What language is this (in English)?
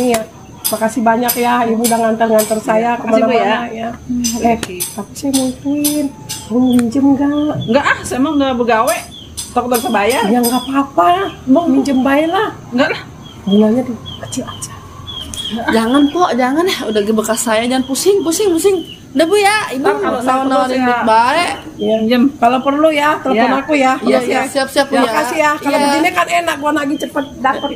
Betawi